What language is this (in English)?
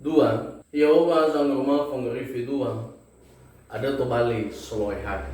Nias